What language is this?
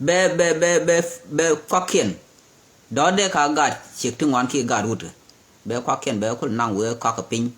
Nuer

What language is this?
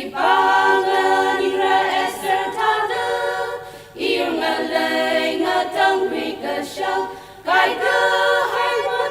Tangkhul Naga (India)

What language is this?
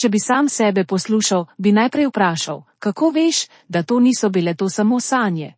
Slovenian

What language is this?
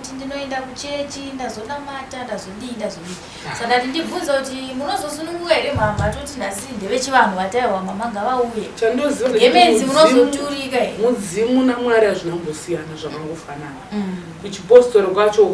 Shona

